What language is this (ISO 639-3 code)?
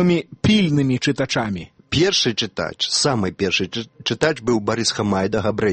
bel